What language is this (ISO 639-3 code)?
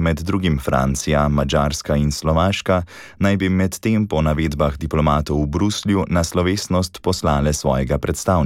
slv